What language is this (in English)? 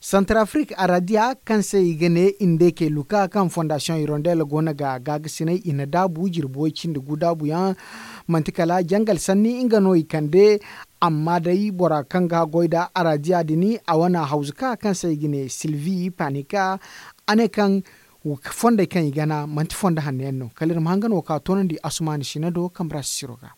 Zarma